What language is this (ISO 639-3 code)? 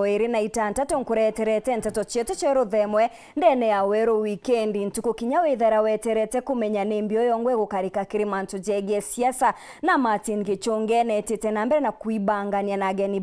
mer